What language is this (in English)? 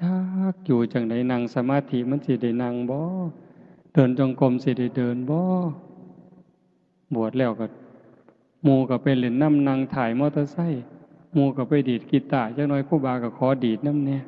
Northeastern Thai